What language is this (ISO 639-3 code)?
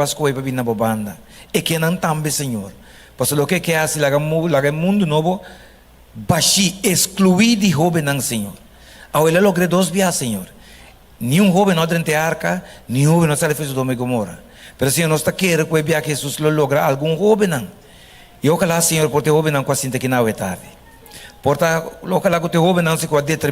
pap